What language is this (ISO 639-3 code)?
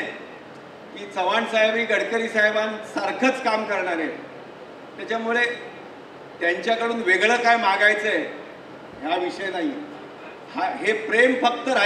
mar